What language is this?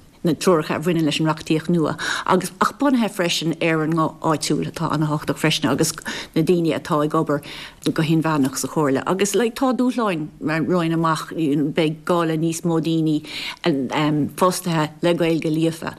Irish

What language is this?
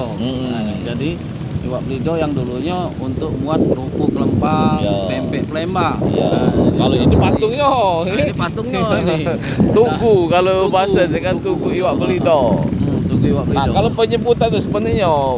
Musi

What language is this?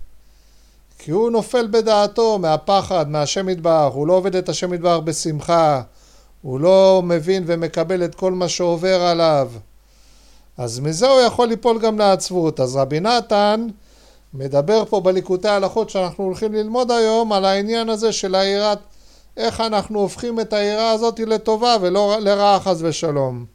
Hebrew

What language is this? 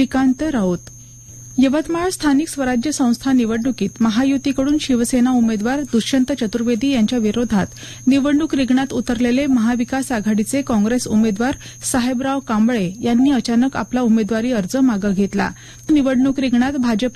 Marathi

